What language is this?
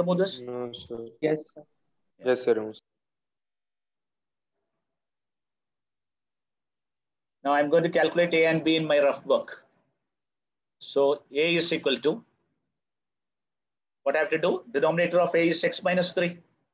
English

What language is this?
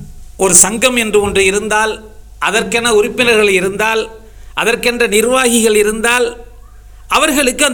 Tamil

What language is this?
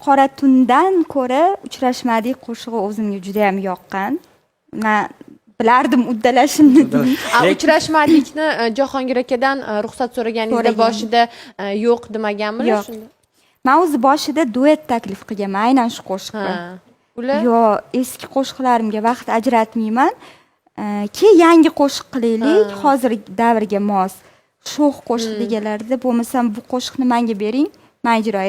Uzbek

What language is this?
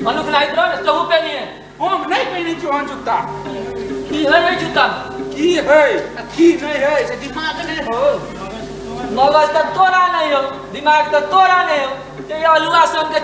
Maithili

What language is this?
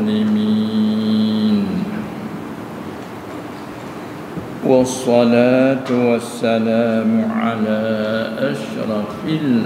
Malay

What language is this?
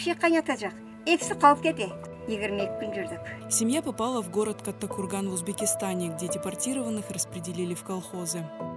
Crimean Tatar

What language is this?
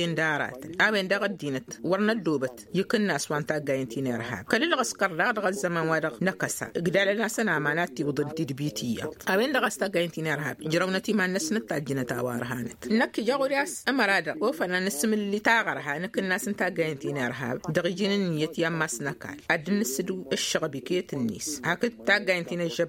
Tamasheq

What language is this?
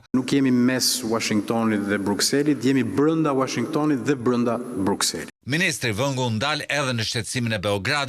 Albanian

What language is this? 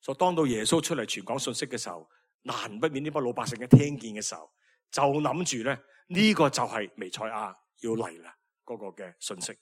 Cantonese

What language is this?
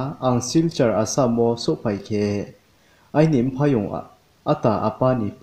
Riang (India)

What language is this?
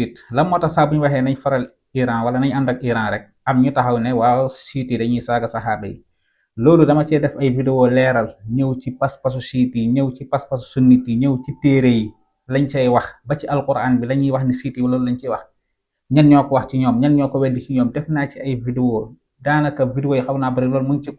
Wolof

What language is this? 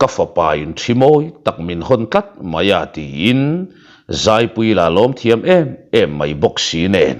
Mizo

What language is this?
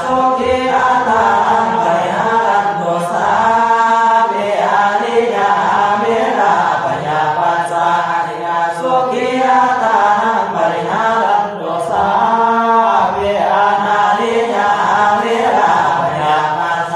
Pali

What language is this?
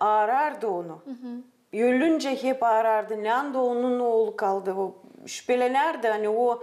Gagauz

